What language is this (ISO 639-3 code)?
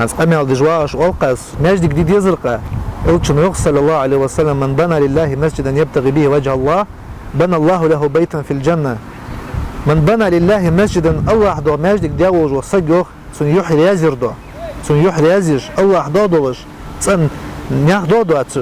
che